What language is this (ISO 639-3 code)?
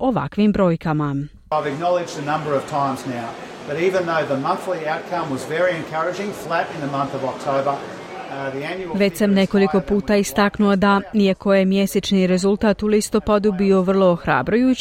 hrv